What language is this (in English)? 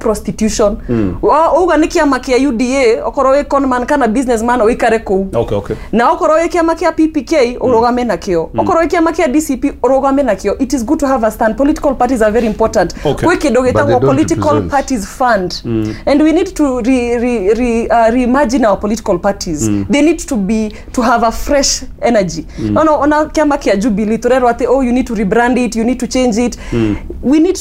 Kikuyu